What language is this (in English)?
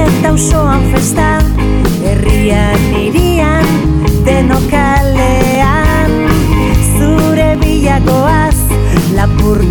Basque